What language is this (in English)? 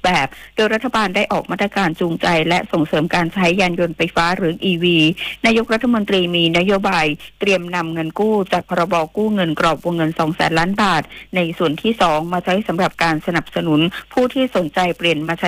Thai